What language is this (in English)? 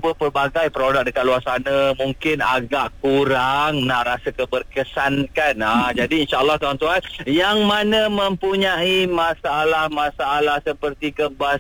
Malay